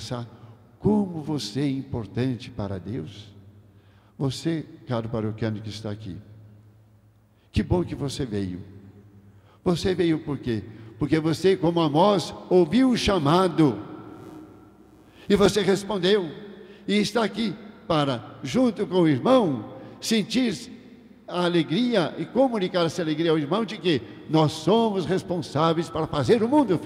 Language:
Portuguese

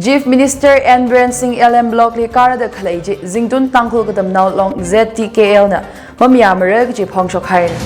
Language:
Tangkhul Naga (India)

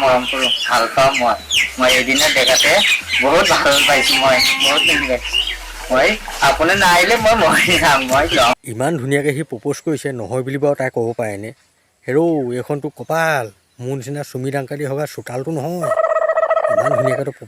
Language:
Assamese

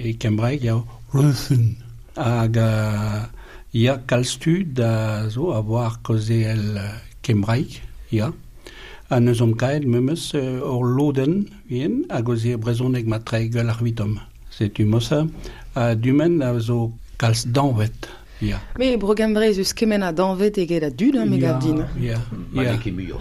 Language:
Breton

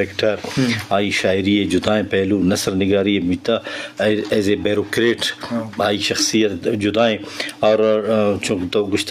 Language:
Eastern Balochi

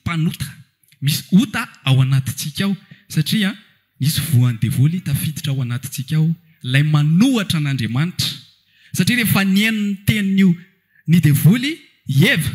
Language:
Malagasy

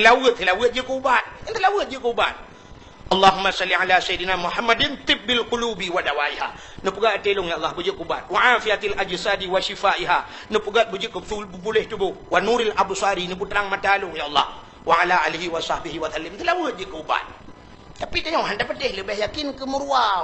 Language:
Achinese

